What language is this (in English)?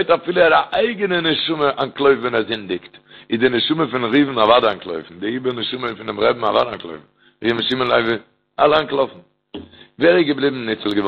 Yiddish